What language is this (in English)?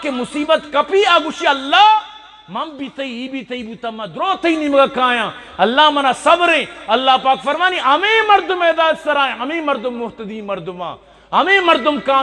Eastern Balochi